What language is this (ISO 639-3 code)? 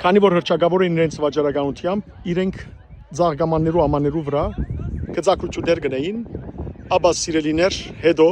hyw